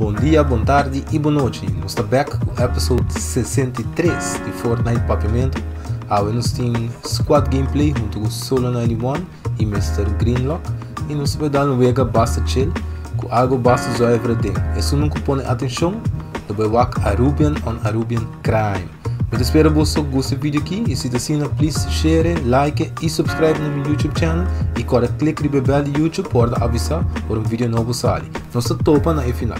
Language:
Papiamento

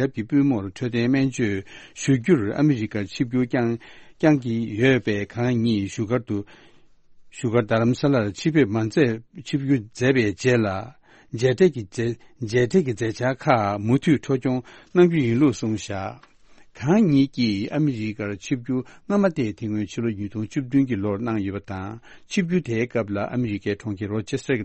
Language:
Tibetan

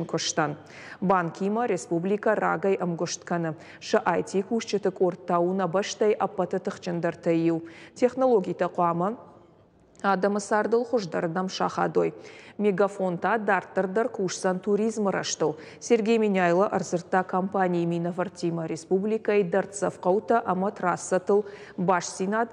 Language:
Ossetic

